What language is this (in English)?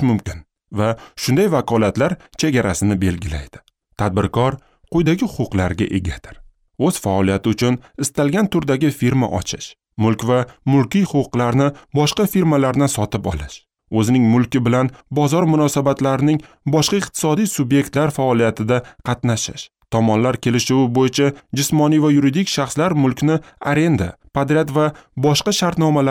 Uzbek